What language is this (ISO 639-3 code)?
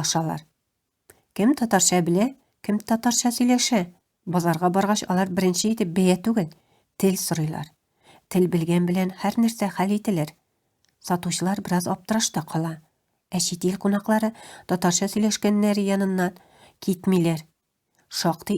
tat